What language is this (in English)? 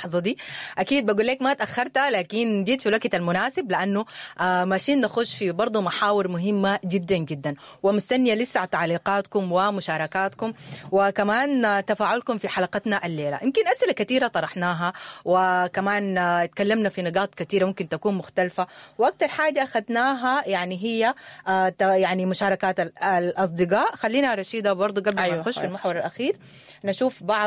Sudanese Arabic